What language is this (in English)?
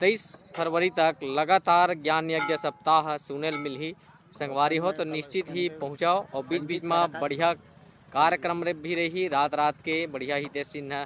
Chhattisgarhi